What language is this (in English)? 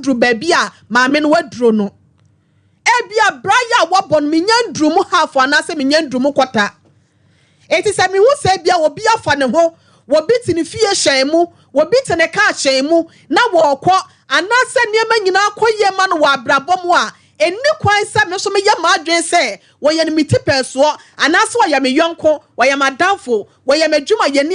Akan